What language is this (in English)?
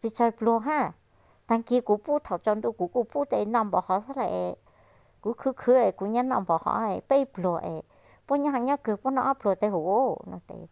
Hmong